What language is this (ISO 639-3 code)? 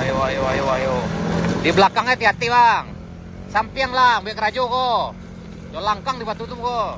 min